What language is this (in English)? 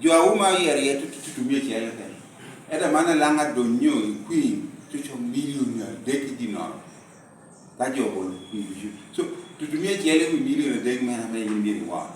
Lango (Uganda)